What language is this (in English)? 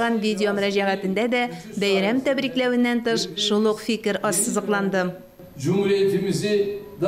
Tatar